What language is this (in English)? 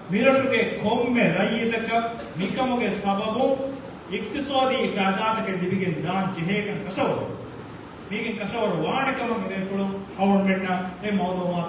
Divehi